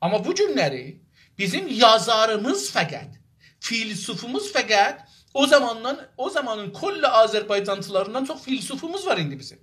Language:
South Azerbaijani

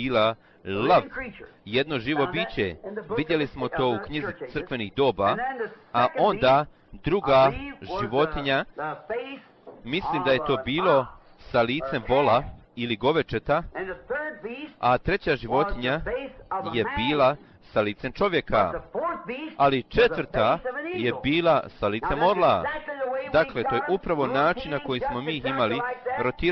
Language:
Bosnian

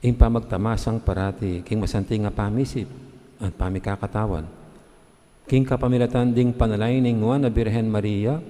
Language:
Pampanga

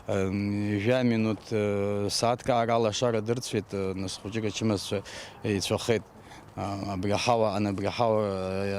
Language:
Abkhazian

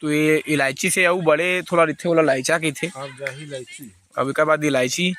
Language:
Chhattisgarhi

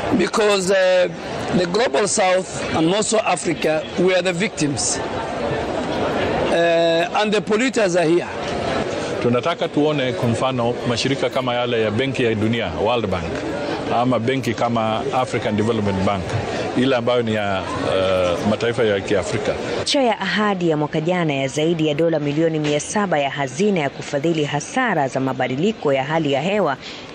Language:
Swahili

